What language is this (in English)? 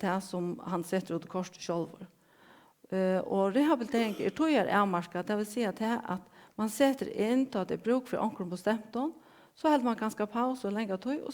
Faroese